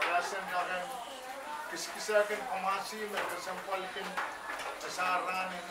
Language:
Pohnpeian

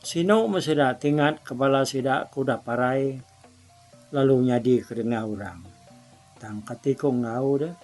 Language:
Iban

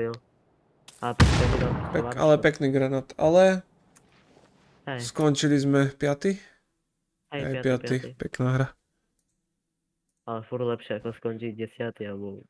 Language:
Slovak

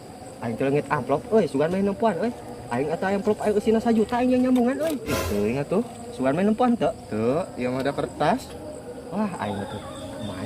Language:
Sundanese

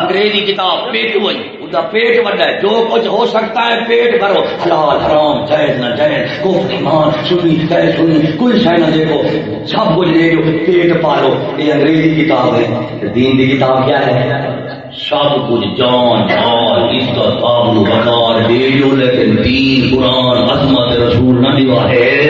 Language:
Saraiki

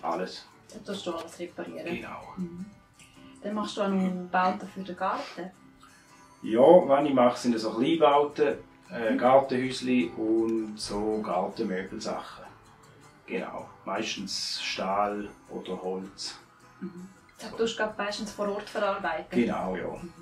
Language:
Swiss German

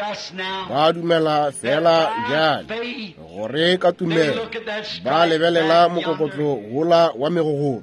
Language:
Northern Sotho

